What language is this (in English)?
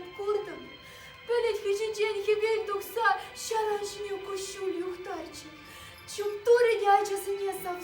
Chuvash